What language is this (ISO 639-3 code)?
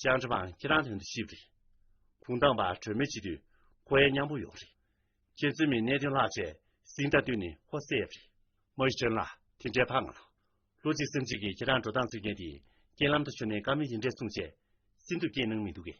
bod